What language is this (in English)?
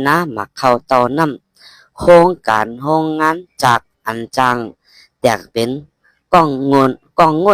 Shan